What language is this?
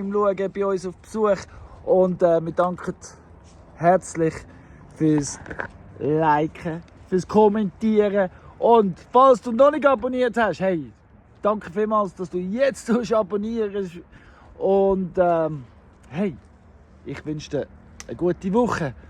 Swiss German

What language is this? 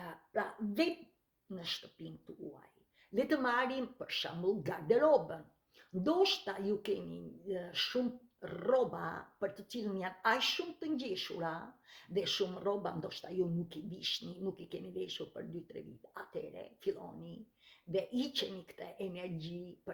Albanian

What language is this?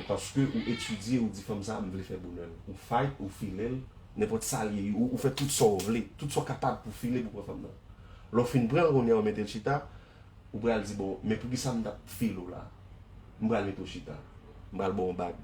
Haitian Creole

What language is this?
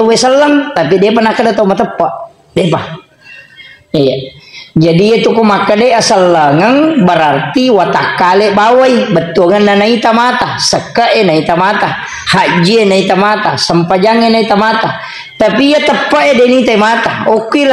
Buginese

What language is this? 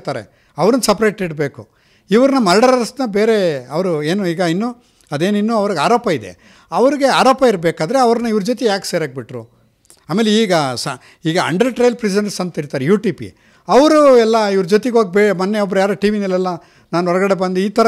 Kannada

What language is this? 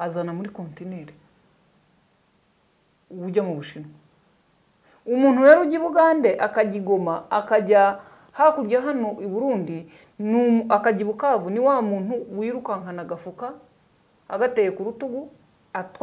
Kinyarwanda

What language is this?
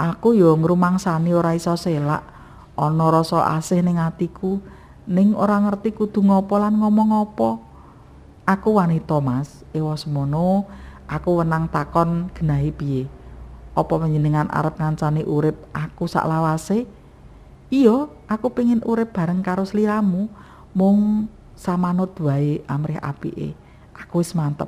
Javanese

